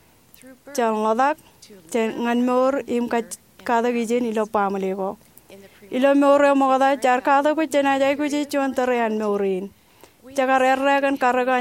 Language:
Marshallese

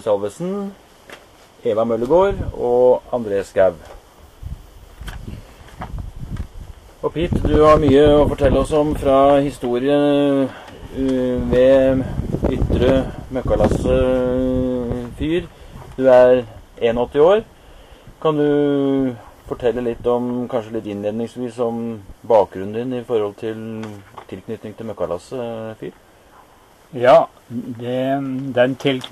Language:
Norwegian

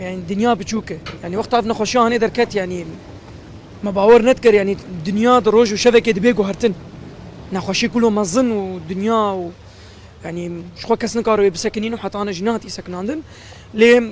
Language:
Kurdish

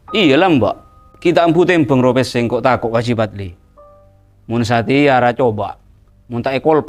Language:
Madurese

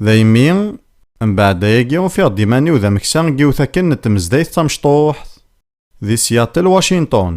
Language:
Kabyle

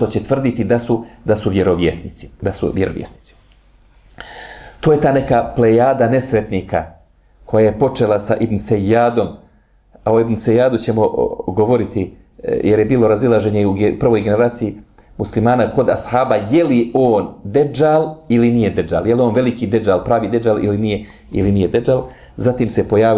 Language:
Bosnian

